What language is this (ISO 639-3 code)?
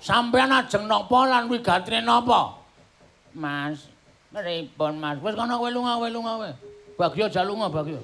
jav